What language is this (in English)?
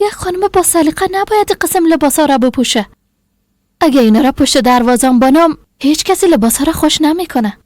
Persian